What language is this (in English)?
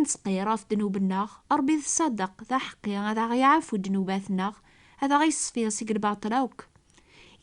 Kabyle